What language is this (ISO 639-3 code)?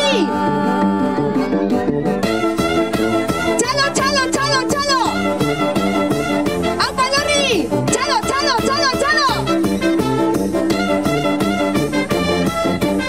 eus